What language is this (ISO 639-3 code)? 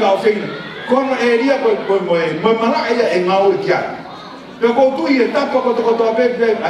ton